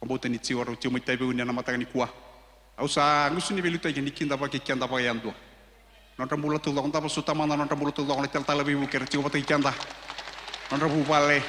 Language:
Fijian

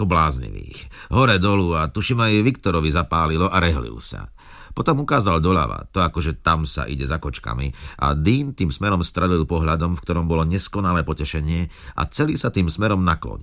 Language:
Slovak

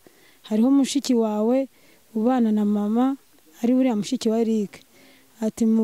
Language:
Kinyarwanda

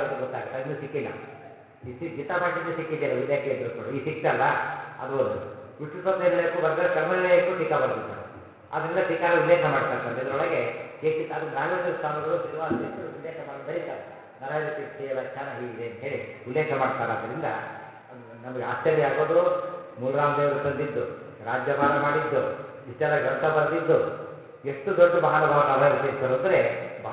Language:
Kannada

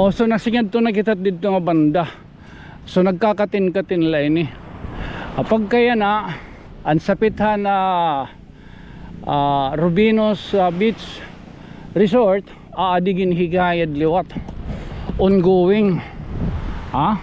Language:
Waray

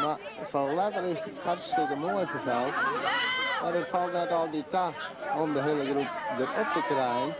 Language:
Western Frisian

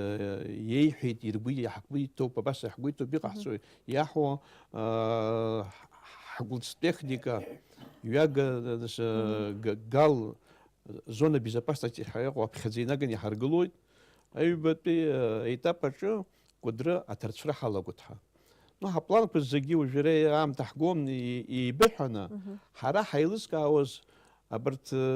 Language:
Abkhazian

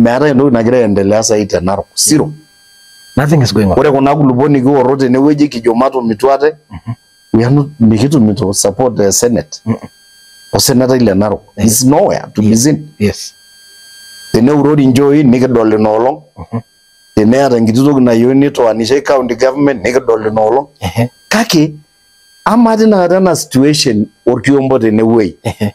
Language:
Masai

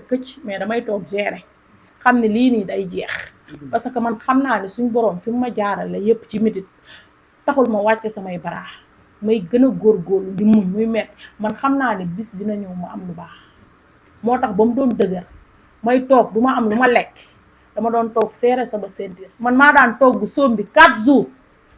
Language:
Wolof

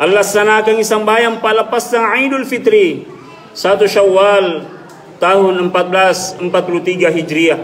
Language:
Makasar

